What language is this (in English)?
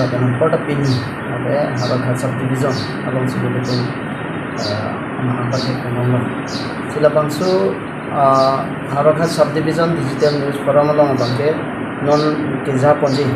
Karbi